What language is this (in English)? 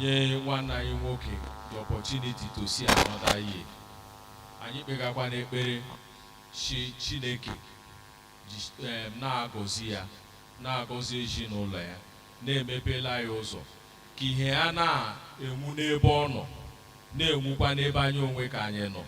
Igbo